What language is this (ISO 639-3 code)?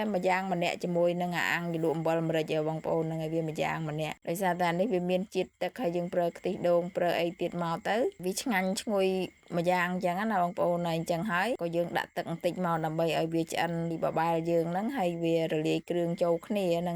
khm